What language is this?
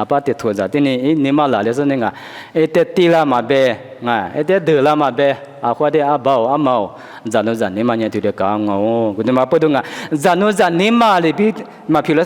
Lisu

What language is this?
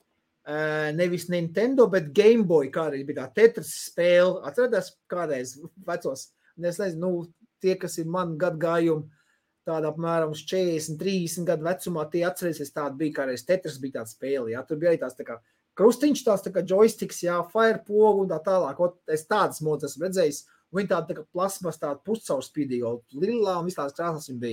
Latvian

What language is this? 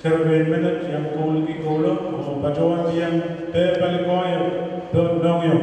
Pohnpeian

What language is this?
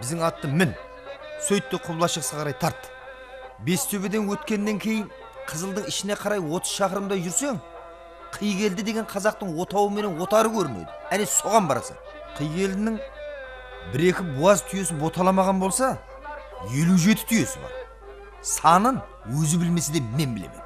Kara-Kalpak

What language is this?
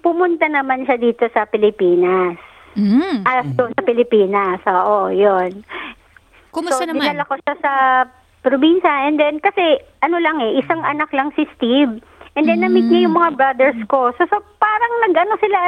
Filipino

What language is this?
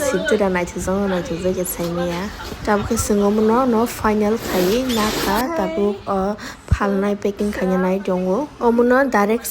Kok Borok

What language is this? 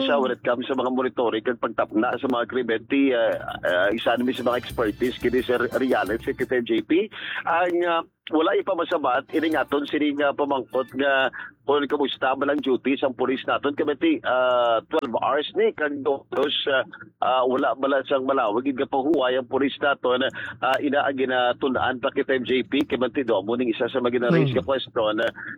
Hiligaynon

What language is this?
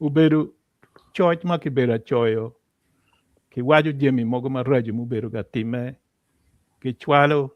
Acoli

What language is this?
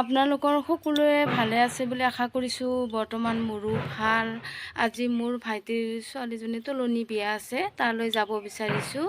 Assamese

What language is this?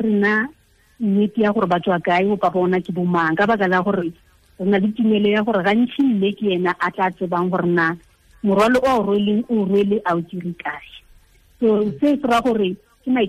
Tswana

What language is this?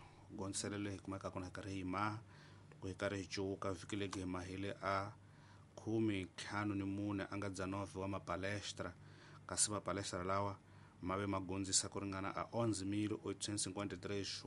Tsonga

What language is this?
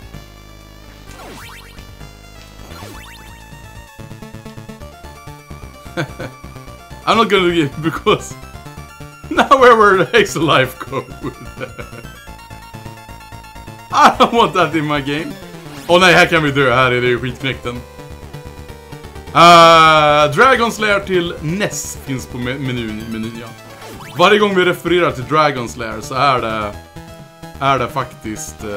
Swedish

